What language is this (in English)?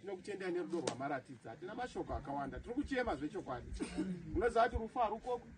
Shona